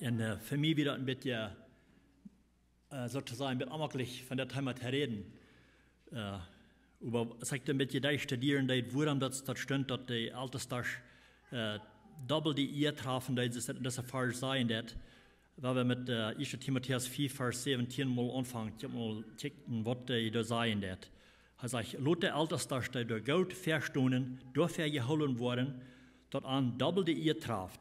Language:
Plautdietsch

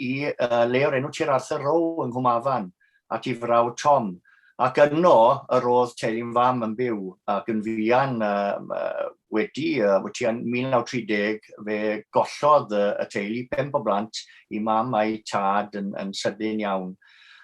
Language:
Welsh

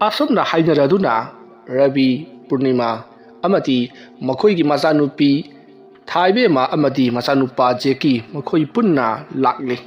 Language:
Manipuri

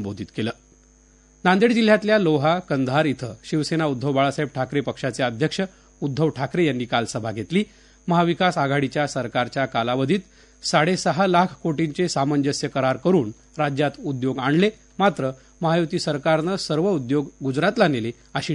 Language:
Marathi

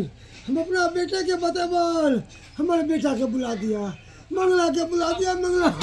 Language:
Maithili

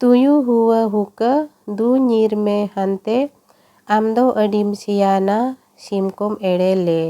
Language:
Santali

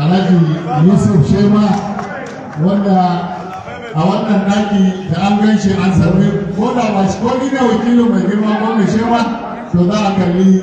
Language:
Hausa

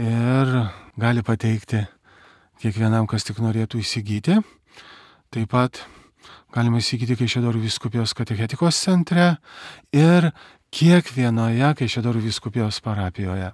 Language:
Lithuanian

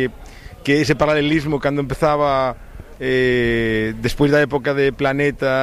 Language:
Galician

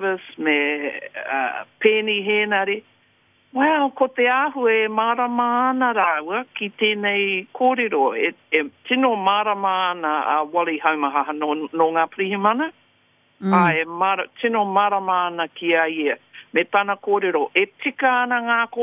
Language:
Māori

